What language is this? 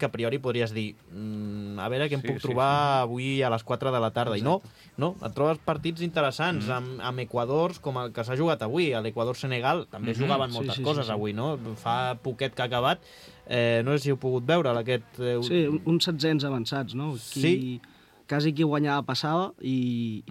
Catalan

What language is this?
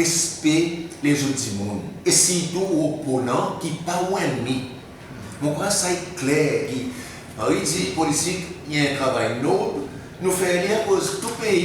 Seselwa Creole French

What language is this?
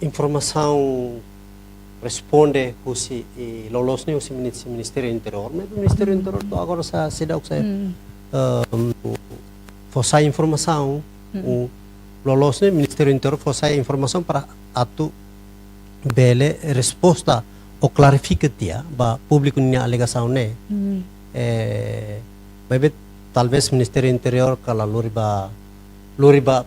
Tetum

